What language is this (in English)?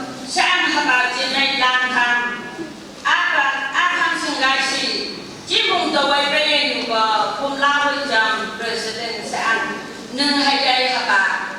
Phom Naga